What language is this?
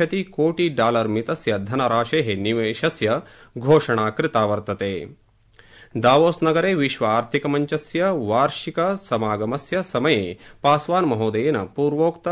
Sanskrit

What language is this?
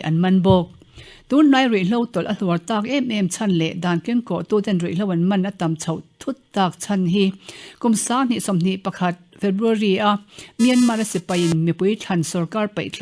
Mizo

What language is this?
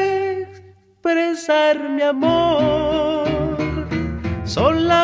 Spanish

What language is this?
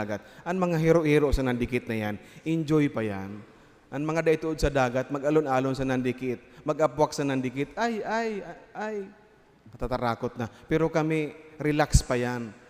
Bikol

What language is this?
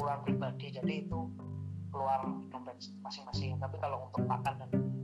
Indonesian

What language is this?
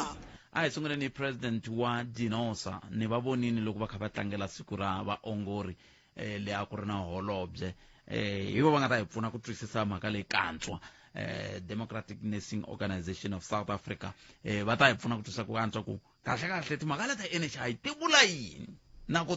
Tsonga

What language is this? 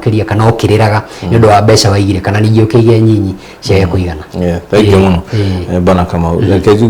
Kikuyu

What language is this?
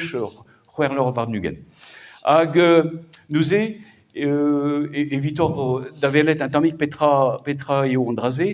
Breton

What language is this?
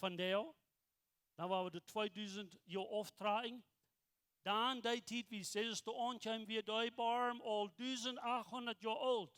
Plautdietsch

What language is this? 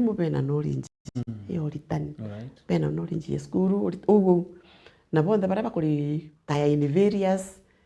Meru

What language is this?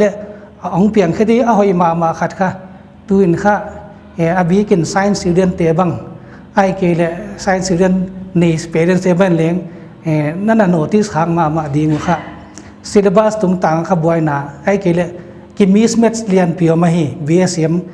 Paite Chin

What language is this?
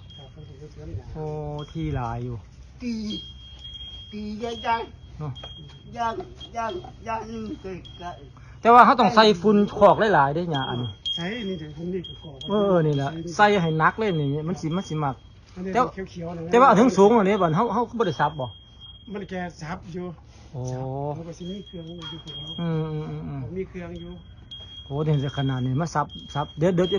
Northeastern Thai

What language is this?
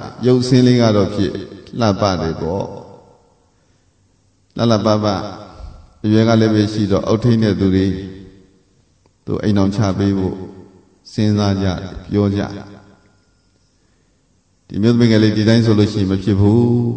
Burmese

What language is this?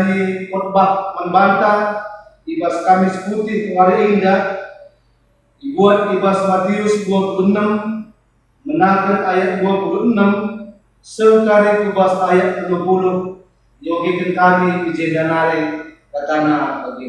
Batak Karo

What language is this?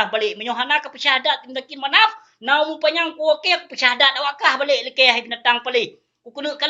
Achinese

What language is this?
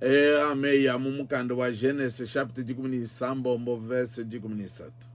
Luba-Lulua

